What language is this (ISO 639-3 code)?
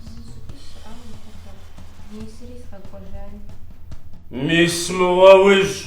kbd